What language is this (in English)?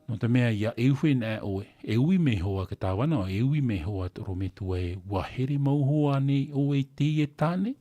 Tahitian